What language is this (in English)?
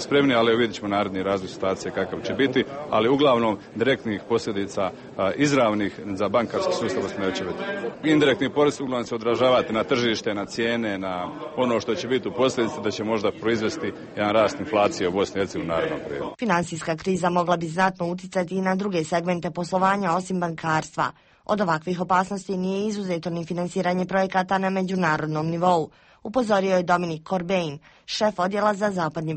Croatian